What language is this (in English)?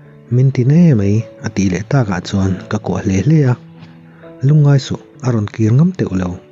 Mizo